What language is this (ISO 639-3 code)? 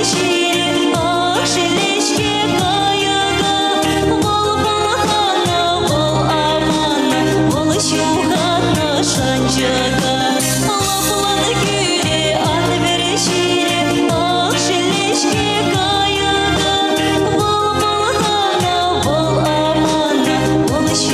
chv